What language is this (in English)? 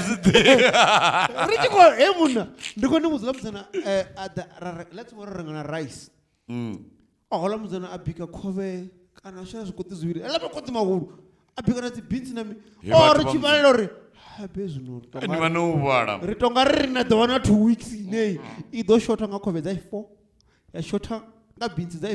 Venda